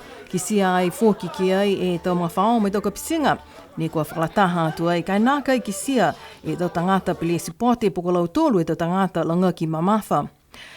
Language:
Niuean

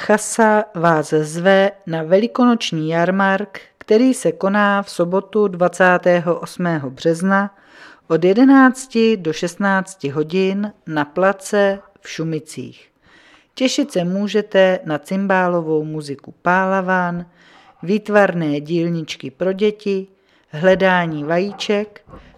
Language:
Czech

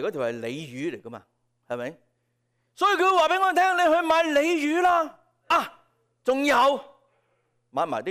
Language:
Cantonese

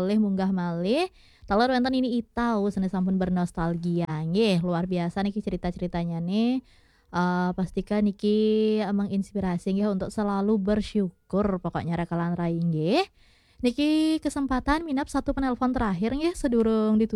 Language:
Balinese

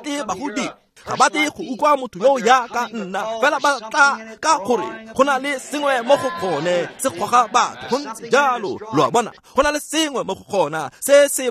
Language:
Tswana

